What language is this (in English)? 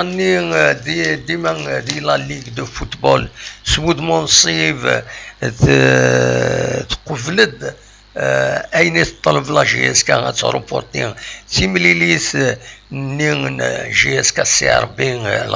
Kabyle